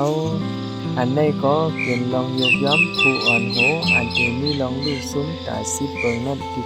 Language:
Shan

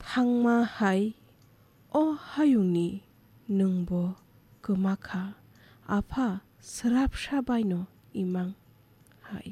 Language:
Kok Borok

